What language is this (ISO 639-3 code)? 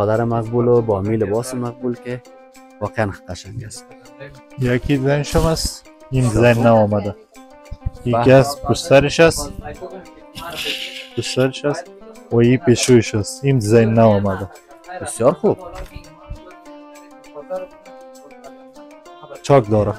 fas